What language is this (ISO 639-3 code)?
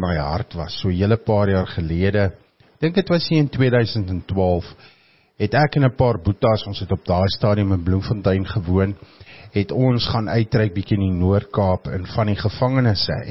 afr